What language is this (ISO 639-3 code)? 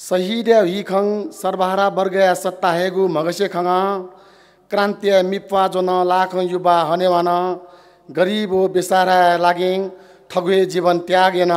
new